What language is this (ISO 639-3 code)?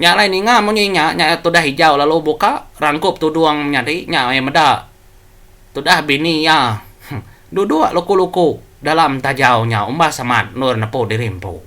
iba